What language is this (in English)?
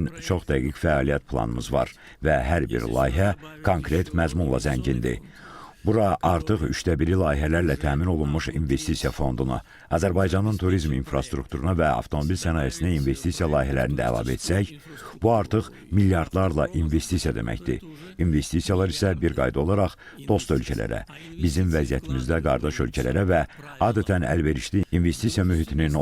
Azerbaijani